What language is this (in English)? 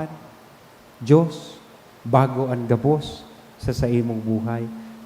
Bikol